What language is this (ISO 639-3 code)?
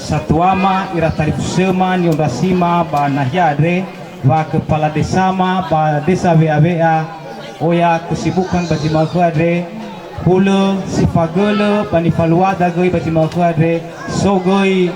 nia